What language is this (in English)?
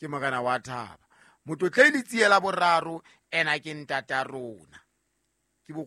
Southern Sotho